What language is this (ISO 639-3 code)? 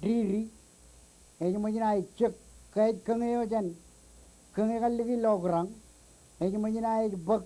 mah